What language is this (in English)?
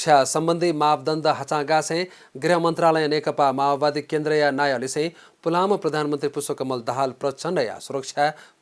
Newari